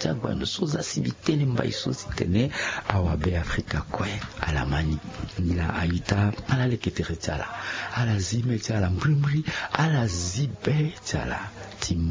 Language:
Sango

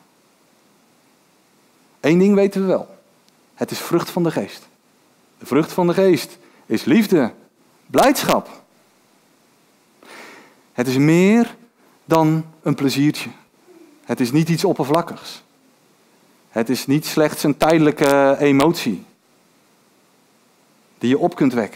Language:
Dutch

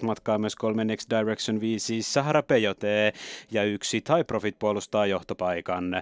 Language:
Finnish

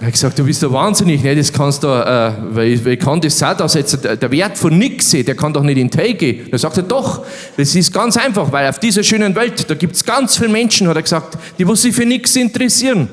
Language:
Bavarian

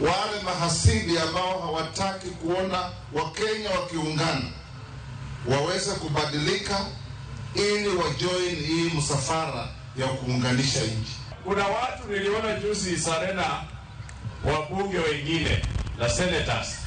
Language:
Luo (Kenya and Tanzania)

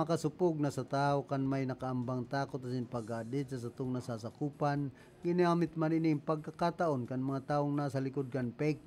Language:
Bikol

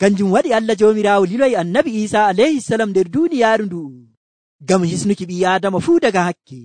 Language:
Nigerian Fulfulde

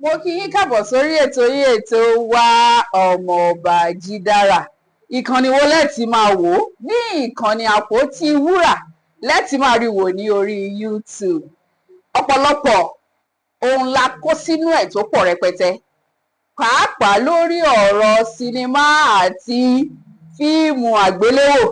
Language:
Yoruba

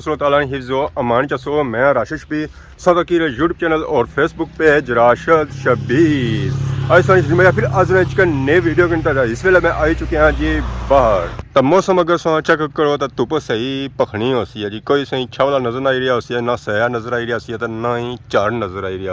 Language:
Pahari-Potwari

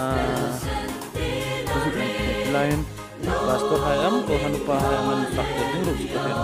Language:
Hmar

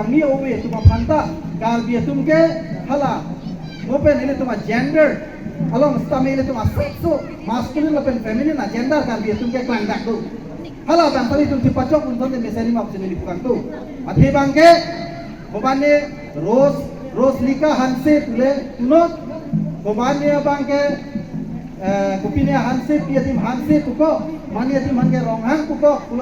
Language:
Karbi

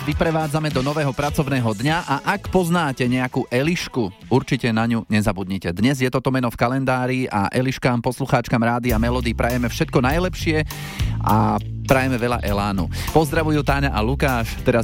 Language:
Slovak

